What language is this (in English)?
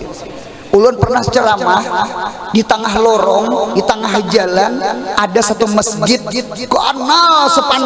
Banjar